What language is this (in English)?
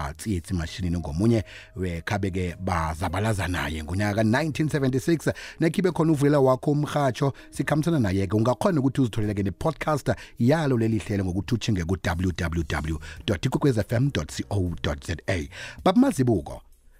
South Ndebele